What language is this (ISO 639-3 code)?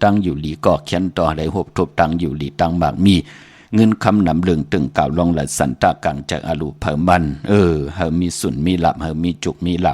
shn